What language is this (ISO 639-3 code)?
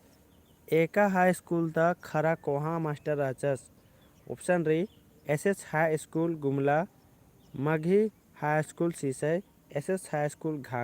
kru